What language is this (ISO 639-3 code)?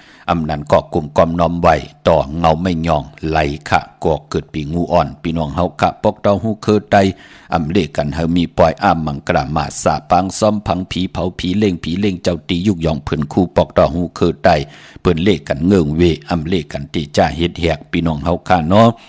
shn